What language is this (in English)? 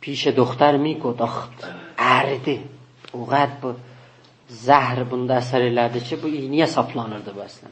South Azerbaijani